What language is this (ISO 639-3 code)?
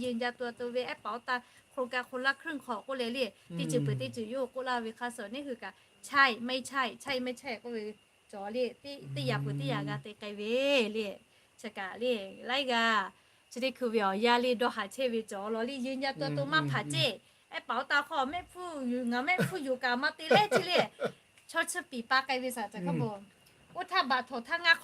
lhu